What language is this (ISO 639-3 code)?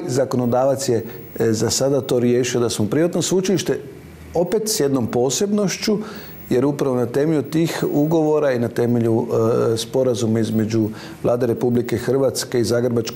hrv